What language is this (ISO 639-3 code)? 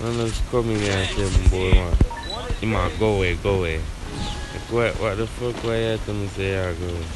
jam